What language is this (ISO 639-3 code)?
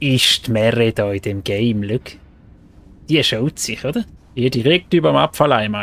gsw